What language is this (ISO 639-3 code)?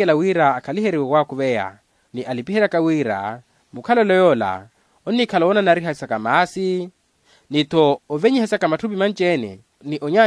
vmw